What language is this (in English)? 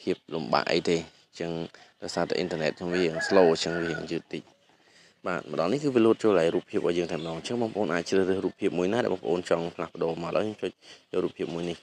Khmer